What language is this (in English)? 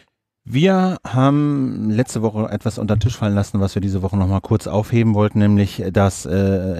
German